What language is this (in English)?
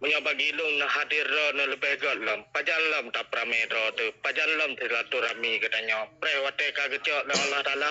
Achinese